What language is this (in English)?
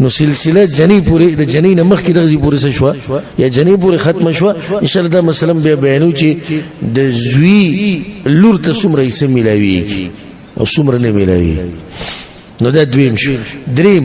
Pashto